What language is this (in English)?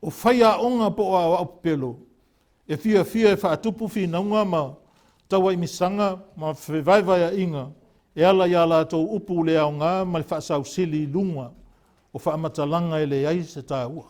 Samoan